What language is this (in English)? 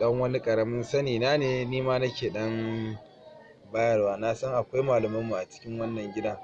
Hausa